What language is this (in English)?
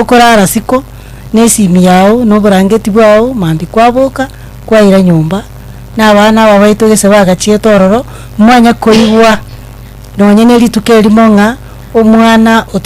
Gusii